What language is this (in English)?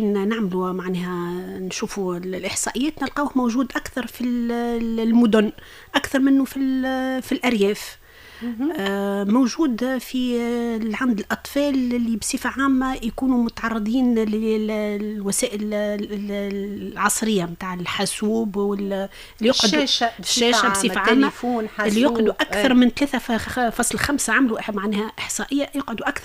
Tunisian Arabic